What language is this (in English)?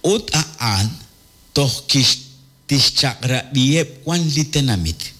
Kekchí